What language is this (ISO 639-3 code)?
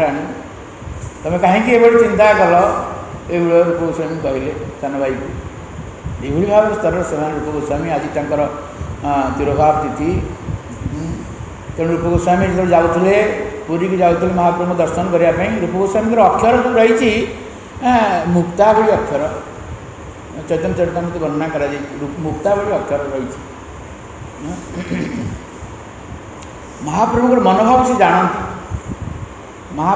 ori